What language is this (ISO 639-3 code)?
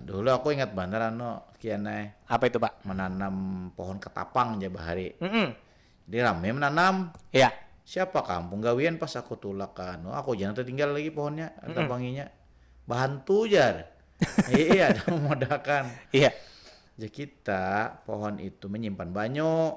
bjn